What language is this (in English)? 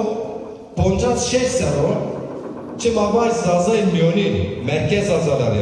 Zaza